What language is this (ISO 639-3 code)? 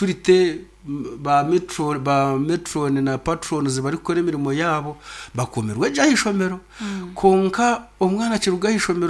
nyn